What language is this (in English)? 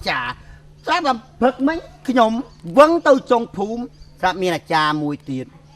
Khmer